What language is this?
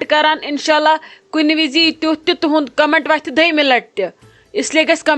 Kashmiri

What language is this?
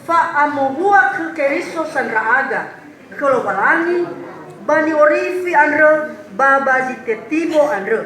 Nias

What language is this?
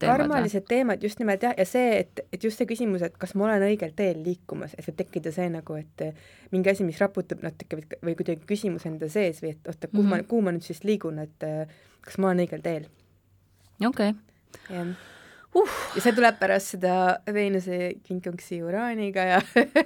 Estonian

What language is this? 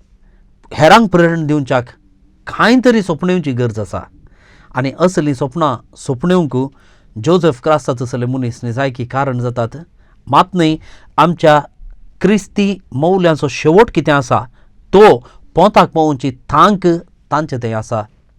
Konkani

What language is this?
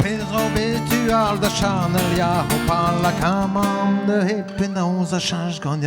Breton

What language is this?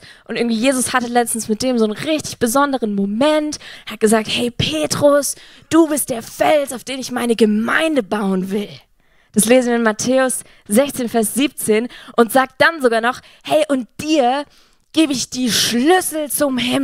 Swiss German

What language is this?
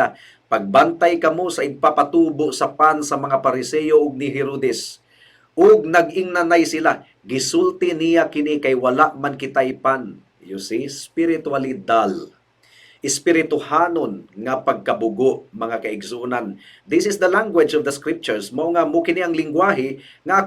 Cebuano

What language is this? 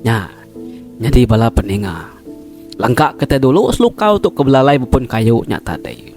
Iban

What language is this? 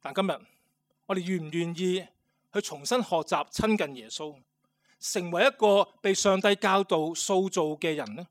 Cantonese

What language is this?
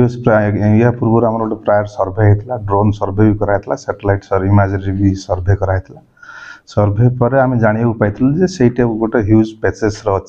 Odia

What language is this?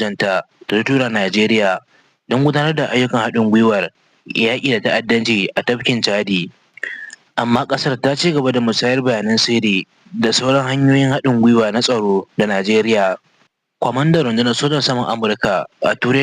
Hausa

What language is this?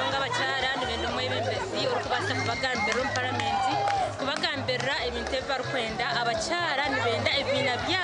Nyankole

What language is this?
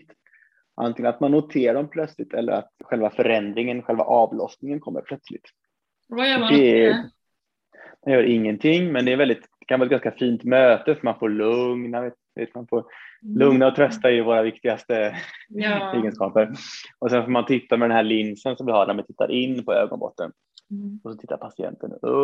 Swedish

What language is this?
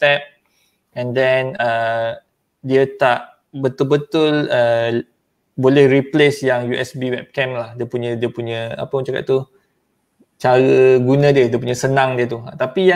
Malay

